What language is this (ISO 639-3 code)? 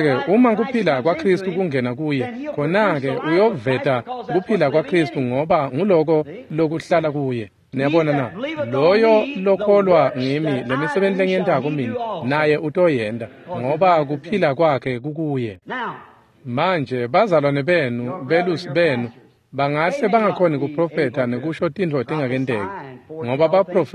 ssw